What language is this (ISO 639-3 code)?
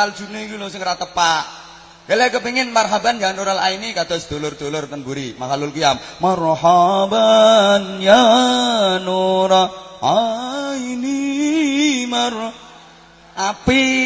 jav